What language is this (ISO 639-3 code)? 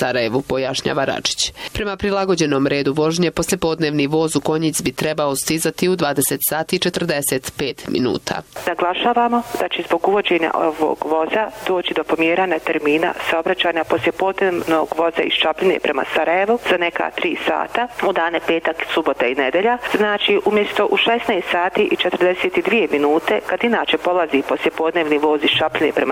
bos